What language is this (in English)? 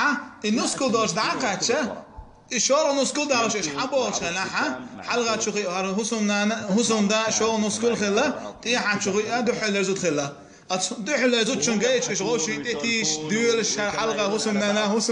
Chechen